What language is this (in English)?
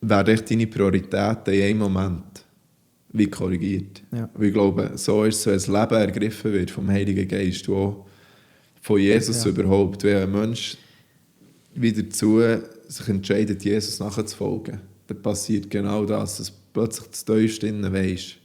Swiss German